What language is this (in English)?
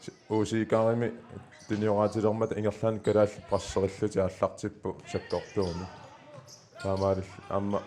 Kalaallisut